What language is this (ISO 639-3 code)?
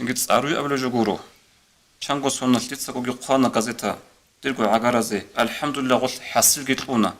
ava